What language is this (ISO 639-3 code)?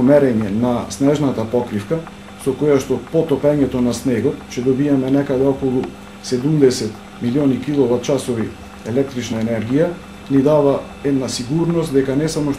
mkd